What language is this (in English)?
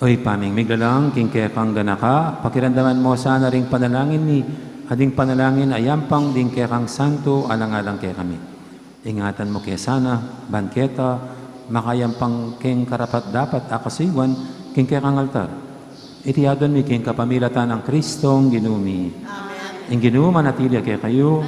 Pampanga